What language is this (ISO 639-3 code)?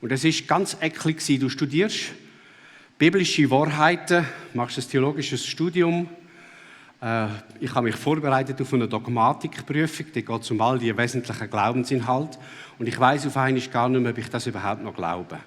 gsw